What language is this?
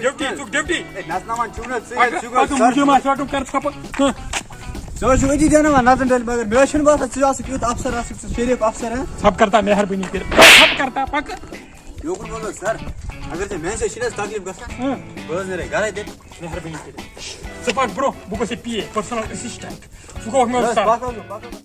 Kashmiri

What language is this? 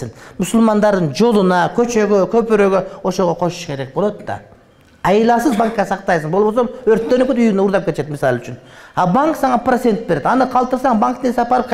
Kyrgyz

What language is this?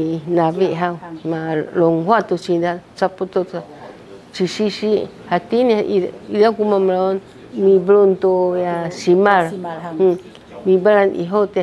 Sakizaya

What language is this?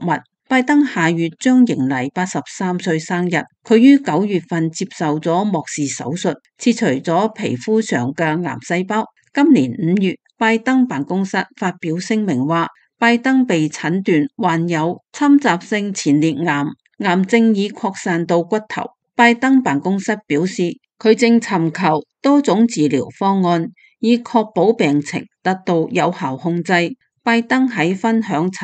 Cantonese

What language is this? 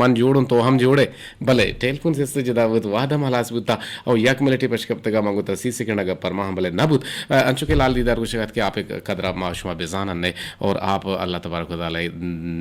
Eastern Balochi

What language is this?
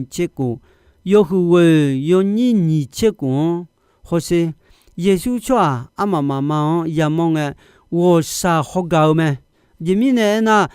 Akha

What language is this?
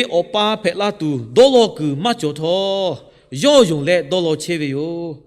Lahu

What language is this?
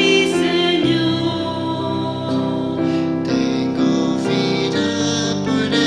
South Bolivian Quechua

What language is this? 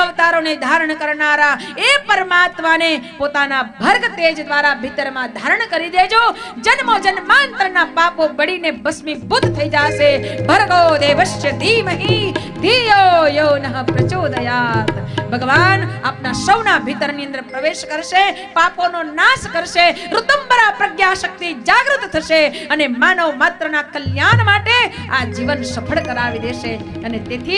Gujarati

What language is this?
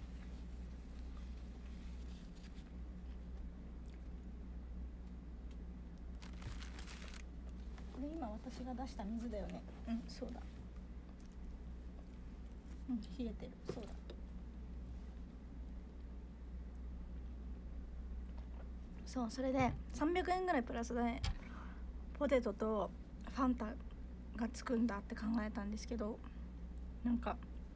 Japanese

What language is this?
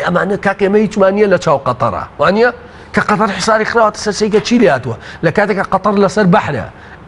Central Kurdish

